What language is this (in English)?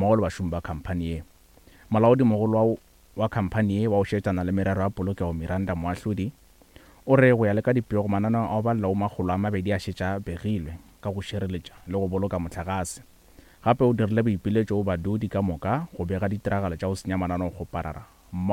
Northern Sotho